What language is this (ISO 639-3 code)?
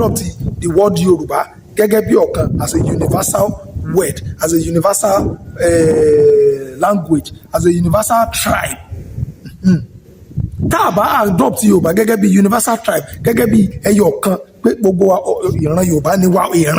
yor